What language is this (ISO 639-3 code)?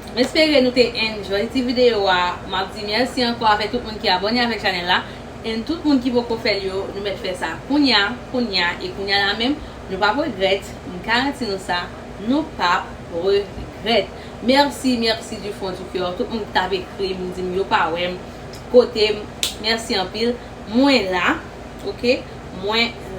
hat